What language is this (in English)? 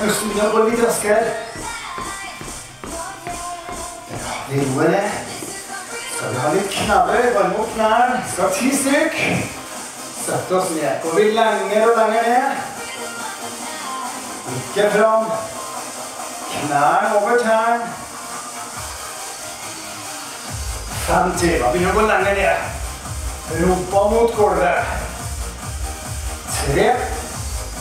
Norwegian